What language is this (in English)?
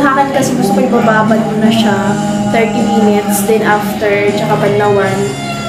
Filipino